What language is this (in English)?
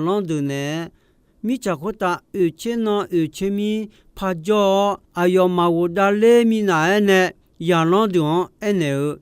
Akha